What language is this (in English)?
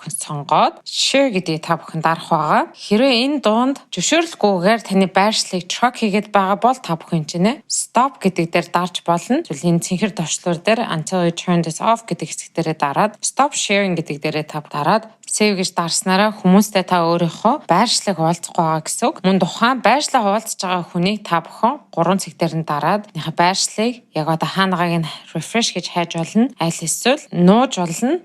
Mongolian